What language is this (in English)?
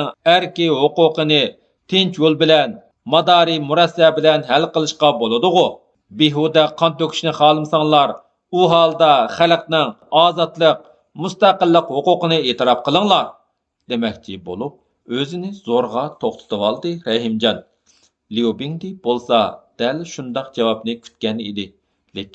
Uyghur